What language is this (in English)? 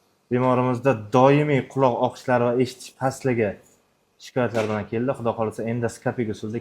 Uzbek